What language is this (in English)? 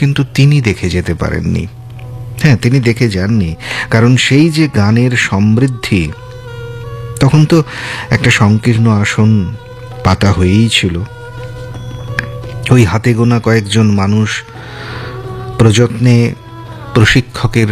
Bangla